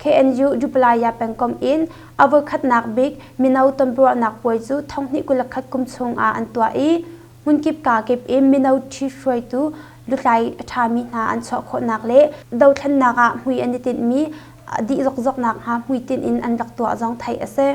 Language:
Hakha Chin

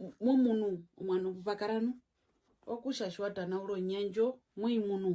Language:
Herero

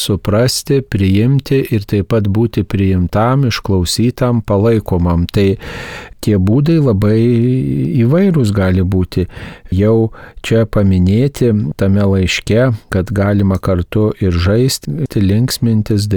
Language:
Lithuanian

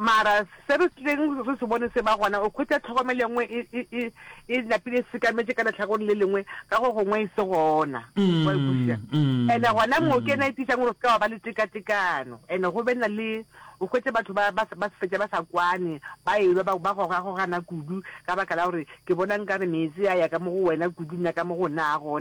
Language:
Northern Sotho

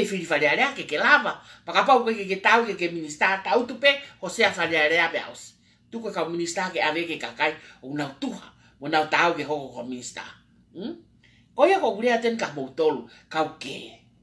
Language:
Tongan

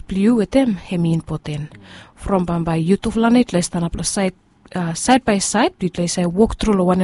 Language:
Bislama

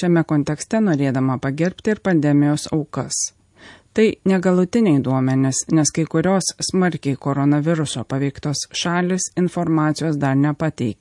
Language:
Lithuanian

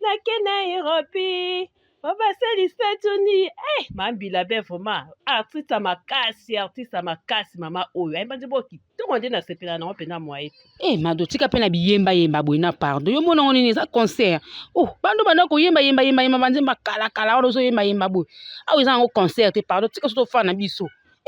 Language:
Lingala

